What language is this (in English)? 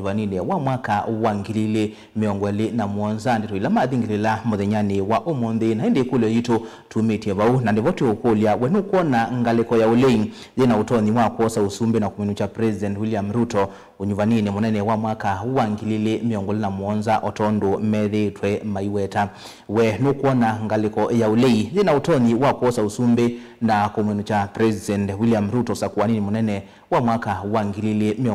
Kamba